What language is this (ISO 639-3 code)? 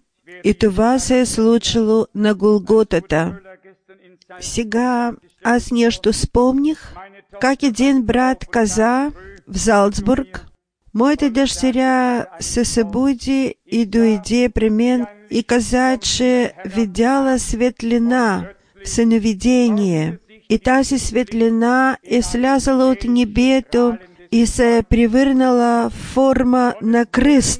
bul